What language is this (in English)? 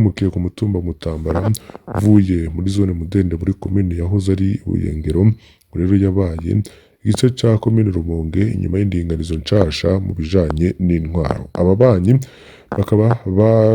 Rundi